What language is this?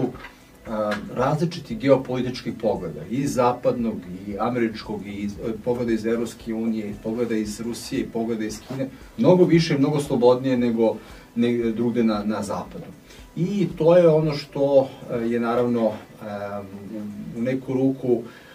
Serbian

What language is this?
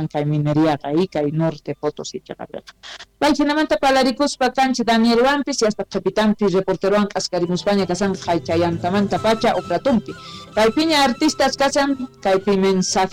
Quechua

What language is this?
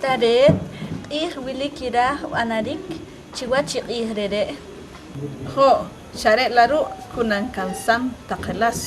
Poqomchi'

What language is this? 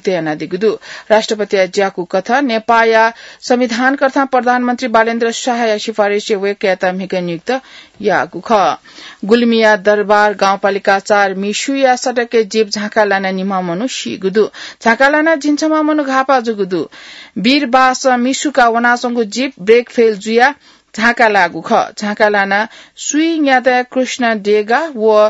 Newari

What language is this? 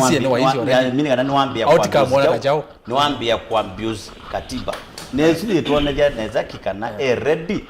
Kamba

